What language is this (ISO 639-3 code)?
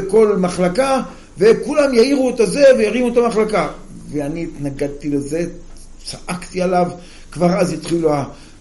heb